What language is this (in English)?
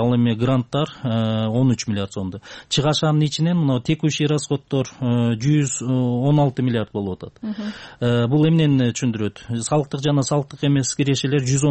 Kyrgyz